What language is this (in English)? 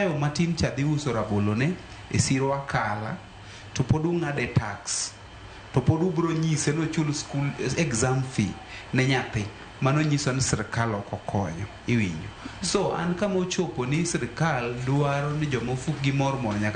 Luo (Kenya and Tanzania)